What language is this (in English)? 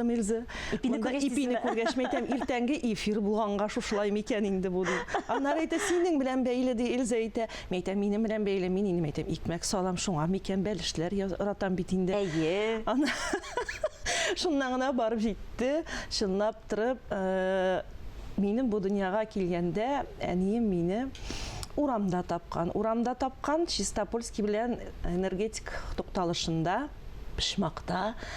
Tatar